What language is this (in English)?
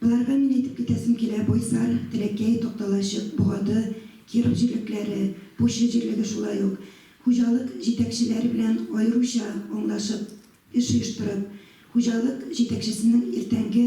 Tatar